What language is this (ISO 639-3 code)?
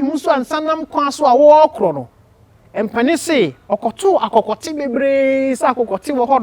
aka